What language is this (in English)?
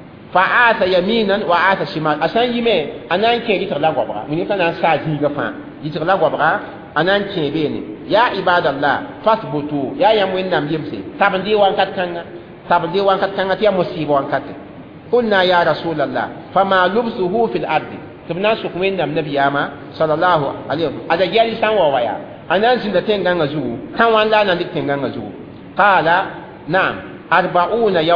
Mossi